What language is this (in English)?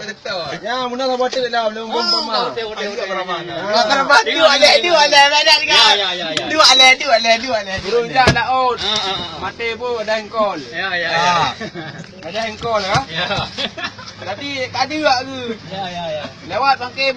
Achinese